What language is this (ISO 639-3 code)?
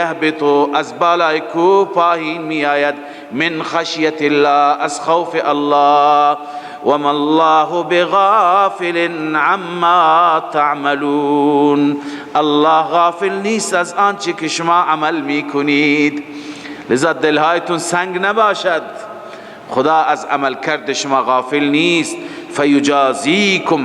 fas